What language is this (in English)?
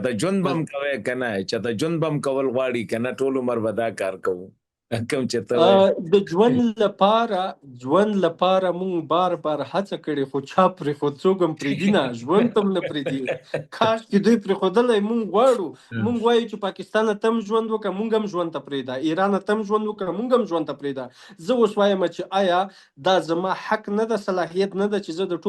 Pashto